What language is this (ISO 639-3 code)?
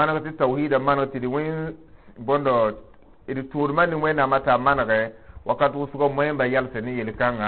mos